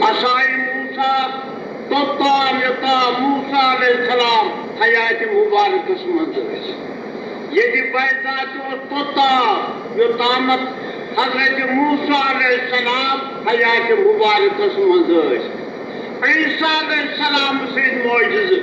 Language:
Kashmiri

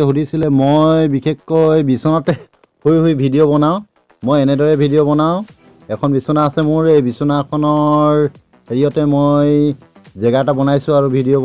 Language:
Assamese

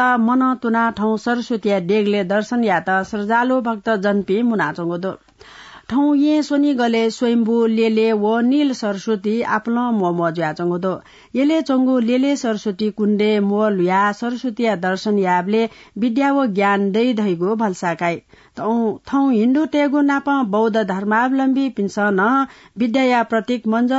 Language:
Newari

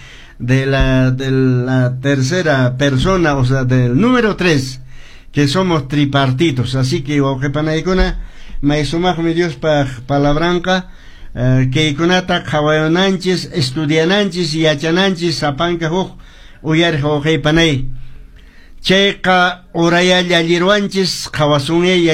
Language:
Quechua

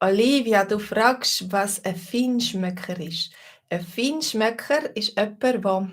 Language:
Swiss German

